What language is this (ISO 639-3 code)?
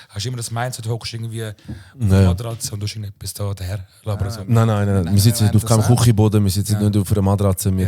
gsw